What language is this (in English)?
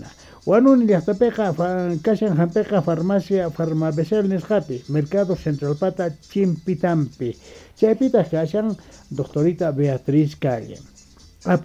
South Bolivian Quechua